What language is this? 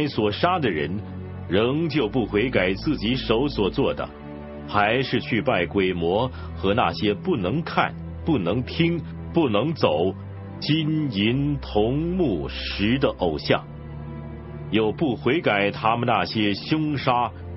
Chinese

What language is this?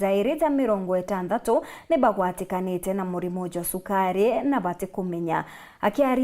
Meru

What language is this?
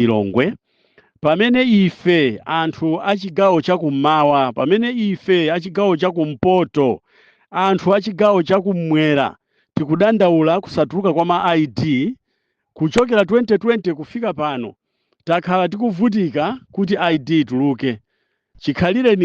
Nyanja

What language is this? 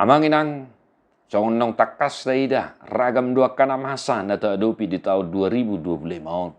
Batak Toba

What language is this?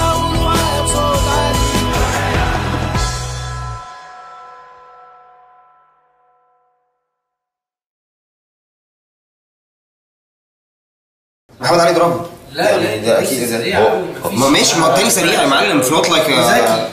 Egyptian Arabic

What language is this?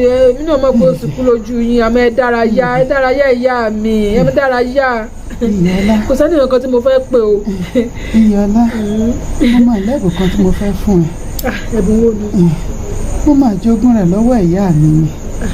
Yoruba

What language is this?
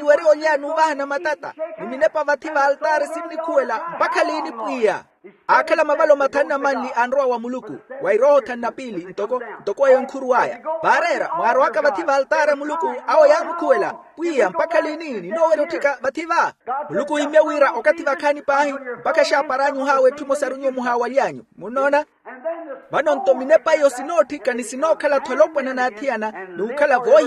Makhuwa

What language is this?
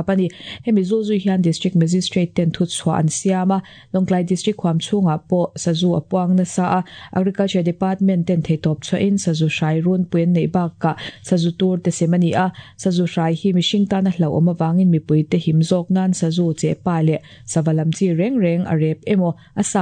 Mizo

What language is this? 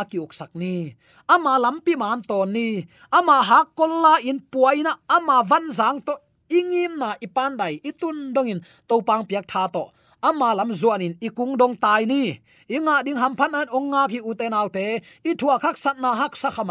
Tedim Chin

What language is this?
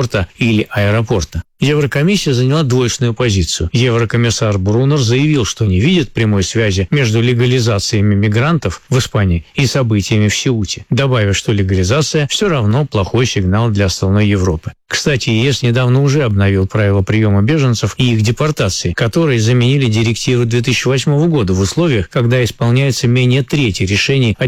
Russian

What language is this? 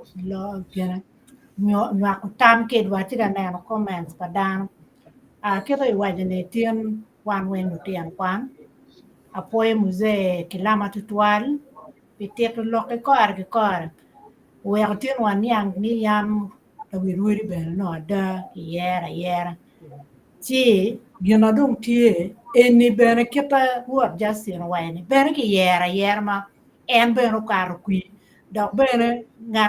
Acoli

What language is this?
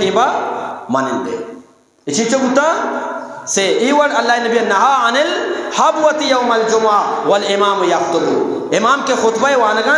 Eastern Balochi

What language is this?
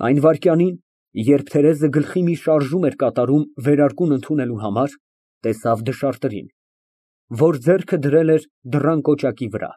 Armenian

